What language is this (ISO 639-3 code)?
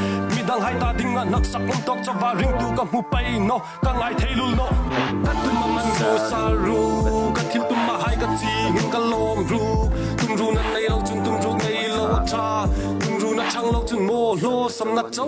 hmr